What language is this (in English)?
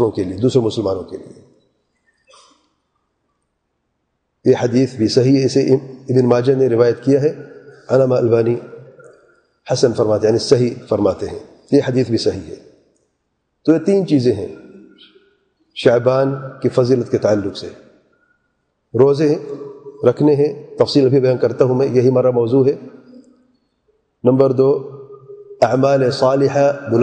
Urdu